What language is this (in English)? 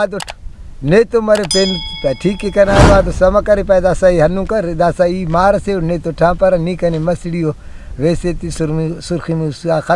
Brahui